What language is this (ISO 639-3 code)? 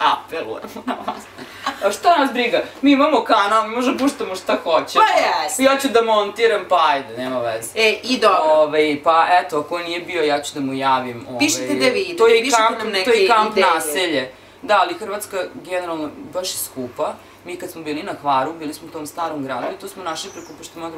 srp